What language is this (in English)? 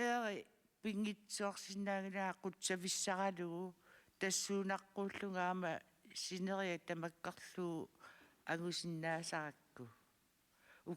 Kalaallisut